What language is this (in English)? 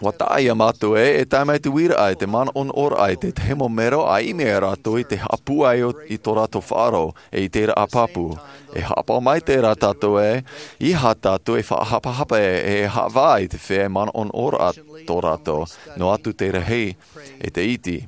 Tahitian